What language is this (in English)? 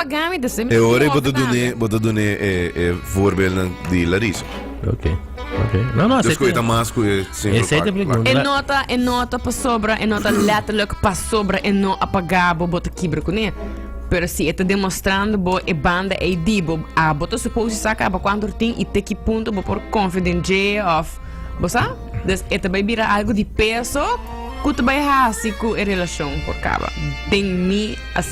Papiamento